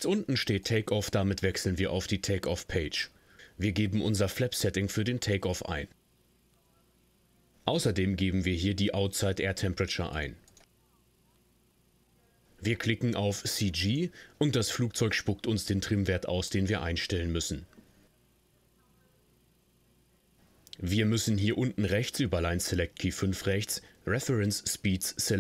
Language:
German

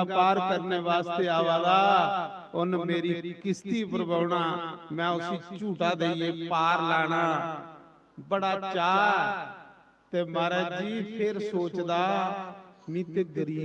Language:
Dogri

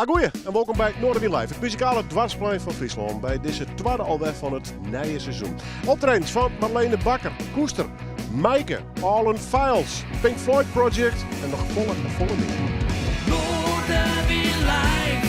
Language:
Western Frisian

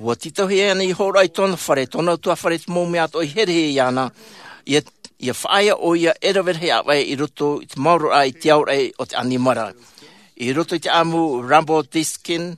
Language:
Tahitian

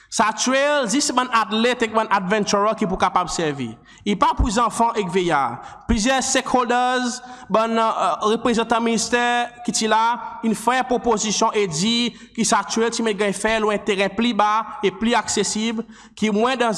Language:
Seselwa Creole French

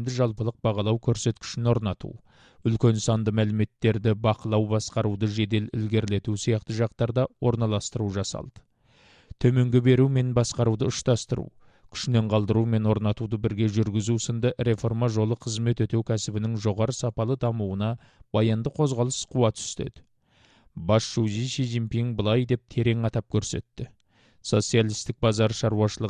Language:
Kazakh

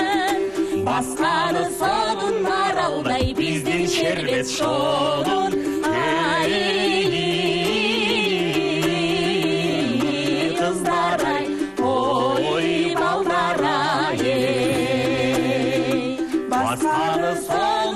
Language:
Kyrgyz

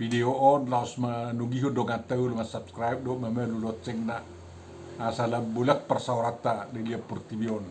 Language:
Batak Toba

